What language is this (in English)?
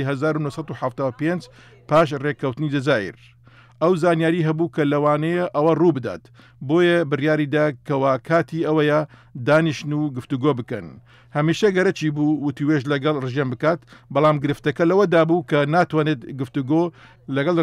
Central Kurdish